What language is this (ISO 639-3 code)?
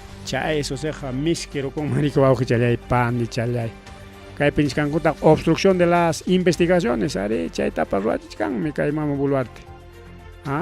quy